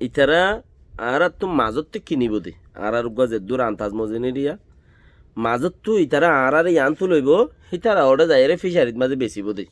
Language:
Rohingya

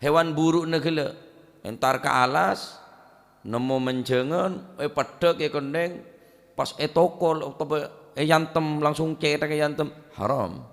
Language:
Madurese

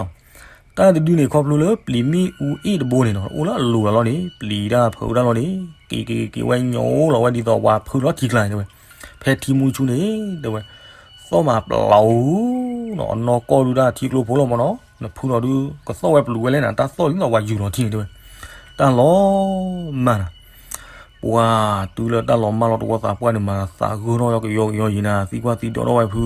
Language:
S'gaw Karen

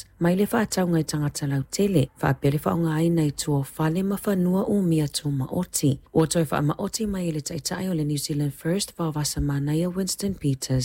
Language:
Samoan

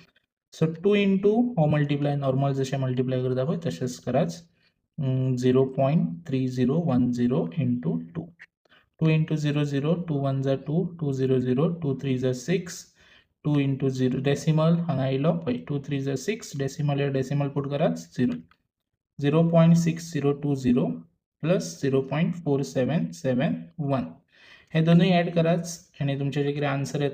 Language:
Konkani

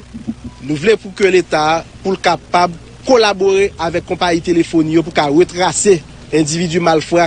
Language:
Haitian Creole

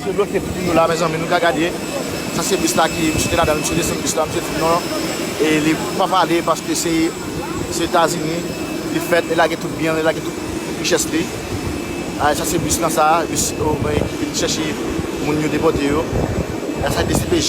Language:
Haitian Creole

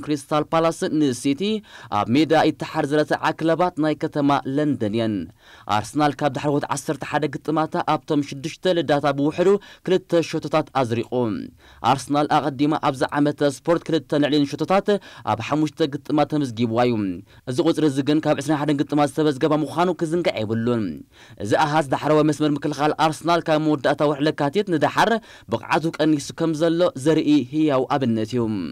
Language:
Tigrinya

